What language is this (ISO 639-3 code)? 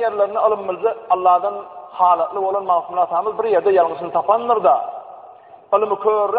tuk